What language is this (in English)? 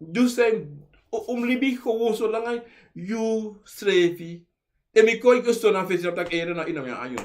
Sranan Tongo